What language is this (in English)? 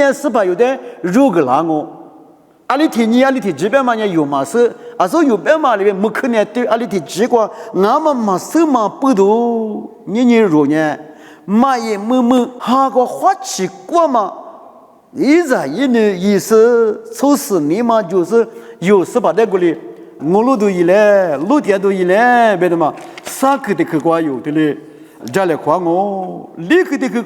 Lisu